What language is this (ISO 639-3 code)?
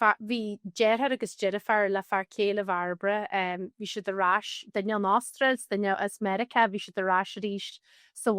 gle